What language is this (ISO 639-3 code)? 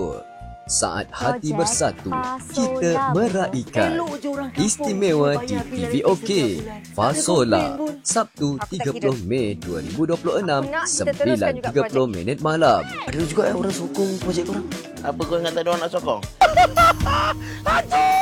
msa